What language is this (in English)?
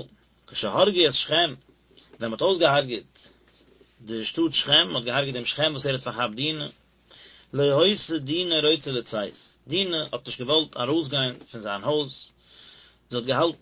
Yiddish